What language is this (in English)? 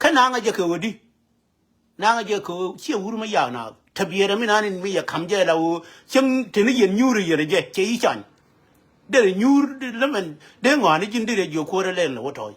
Nuer